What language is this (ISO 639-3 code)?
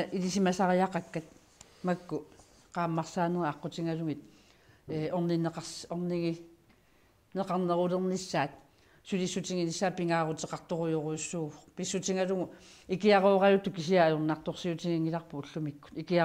kal